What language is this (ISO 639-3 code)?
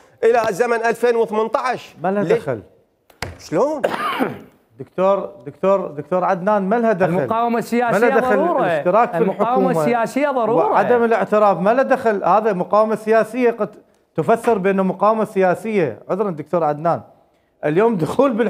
acm